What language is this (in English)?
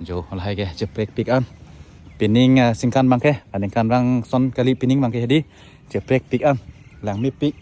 Karbi